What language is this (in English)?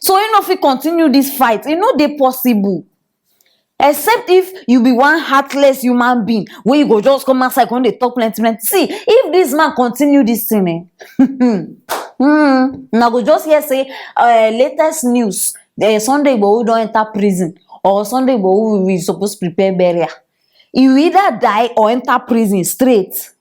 Nigerian Pidgin